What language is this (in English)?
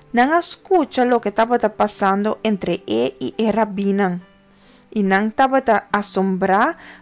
Papiamento